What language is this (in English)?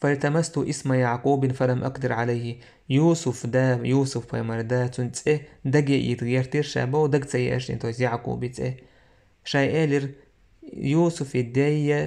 Chechen